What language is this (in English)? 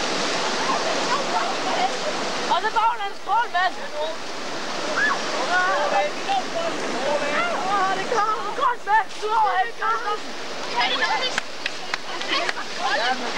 Danish